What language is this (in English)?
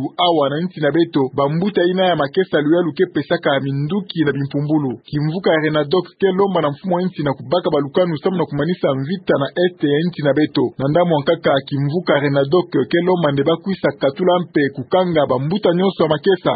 Kituba (Democratic Republic of Congo)